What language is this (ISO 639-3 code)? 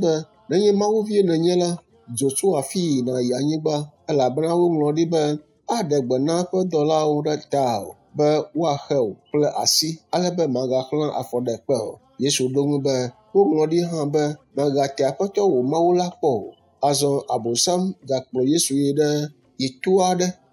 ewe